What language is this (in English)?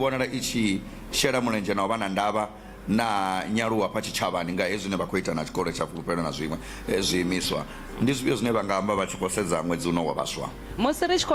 Venda